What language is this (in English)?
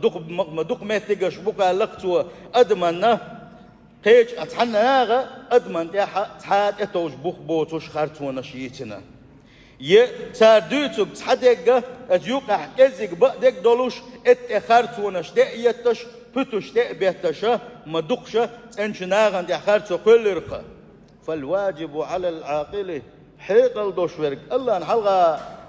Chechen